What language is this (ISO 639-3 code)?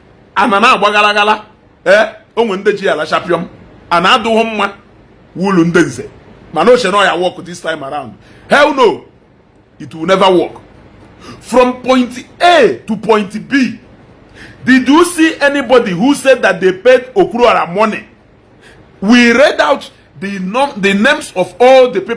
ibo